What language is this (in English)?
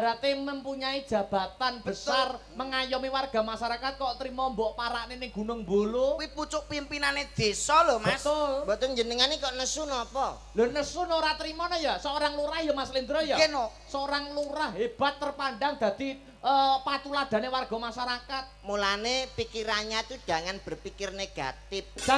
Javanese